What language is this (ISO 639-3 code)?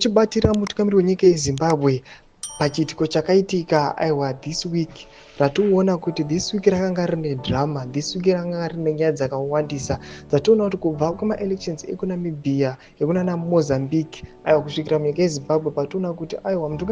sna